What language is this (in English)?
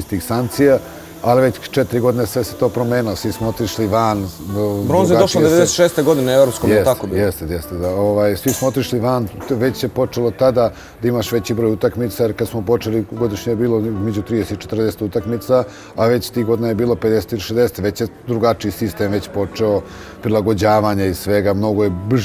Serbian